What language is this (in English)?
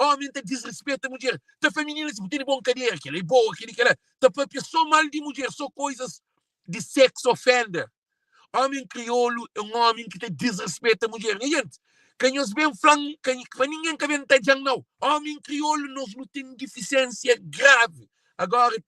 Kabuverdianu